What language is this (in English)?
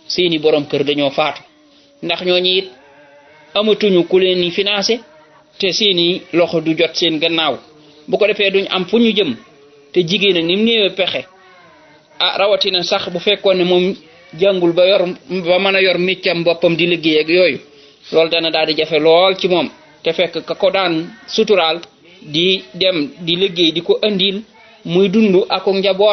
Wolof